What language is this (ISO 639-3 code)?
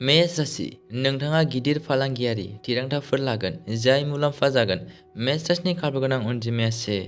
brx